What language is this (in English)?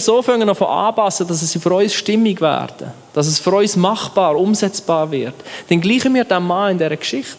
Swiss German